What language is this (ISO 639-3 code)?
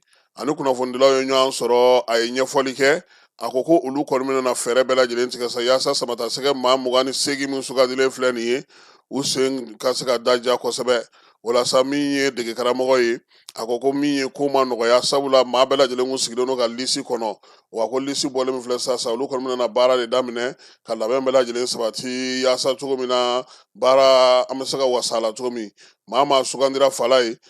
bam